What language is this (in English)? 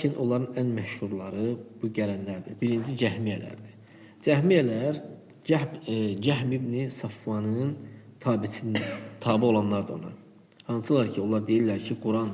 Azerbaijani